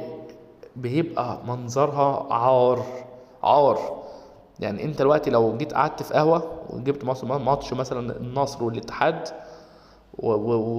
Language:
Egyptian Arabic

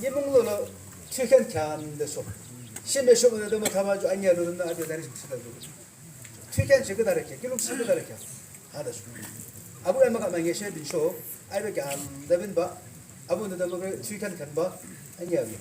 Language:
Yimchungru Naga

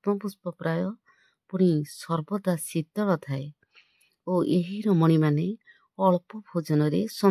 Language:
Odia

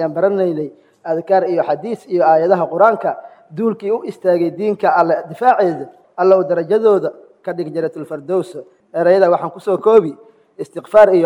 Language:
Somali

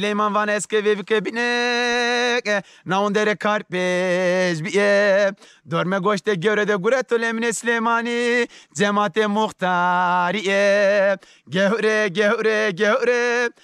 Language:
Zaza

